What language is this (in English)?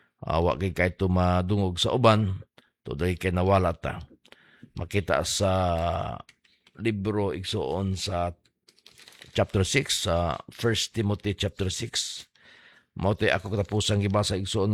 Cebuano